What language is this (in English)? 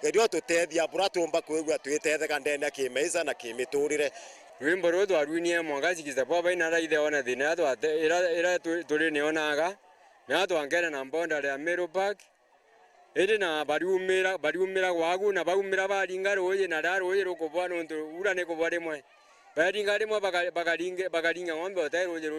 Meru